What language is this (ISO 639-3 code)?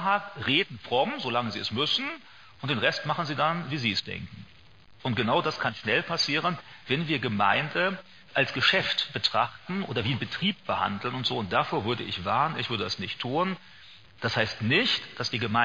deu